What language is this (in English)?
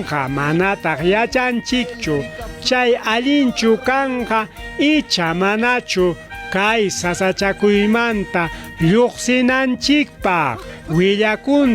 Ayacucho Quechua